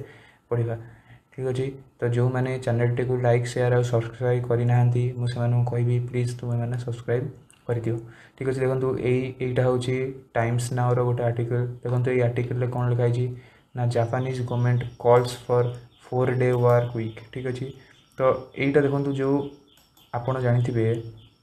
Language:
Odia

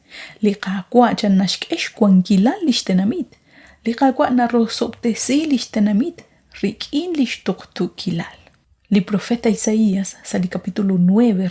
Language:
Kekchí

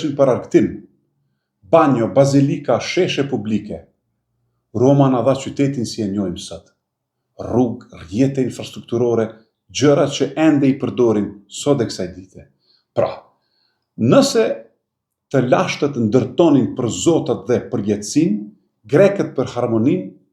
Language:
Albanian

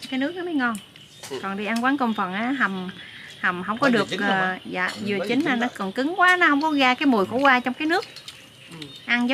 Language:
Vietnamese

